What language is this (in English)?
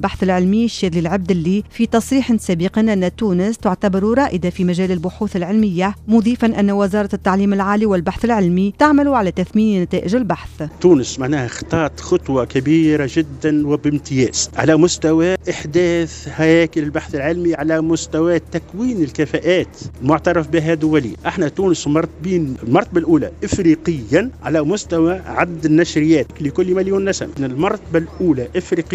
Tunisian Arabic